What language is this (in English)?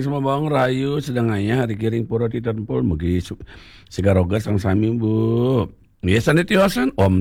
Balinese